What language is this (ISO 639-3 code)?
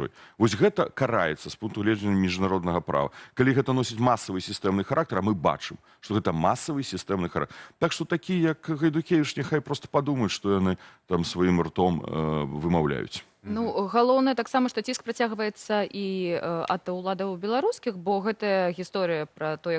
bel